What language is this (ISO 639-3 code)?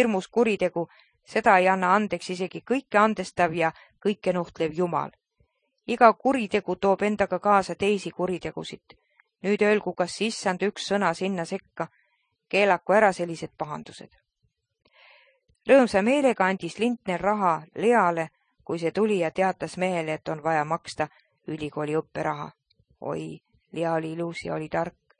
est